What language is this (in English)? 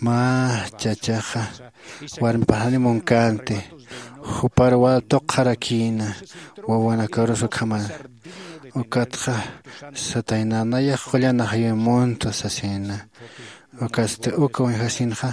Aymara